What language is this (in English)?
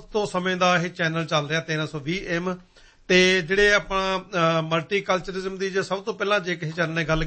Punjabi